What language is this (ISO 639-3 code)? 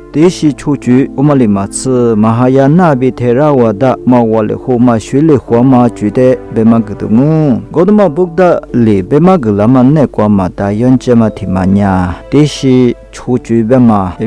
lis